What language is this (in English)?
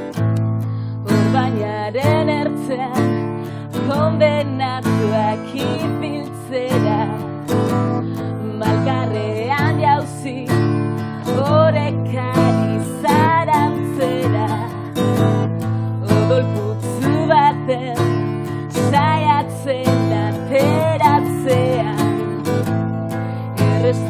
Basque